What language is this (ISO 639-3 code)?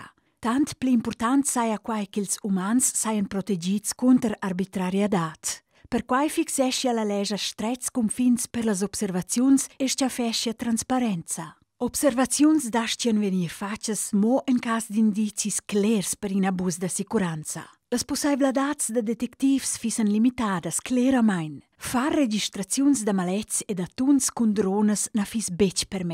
roh